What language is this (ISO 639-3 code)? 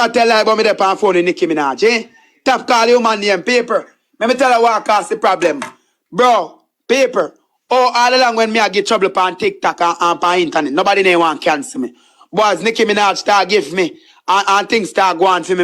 jam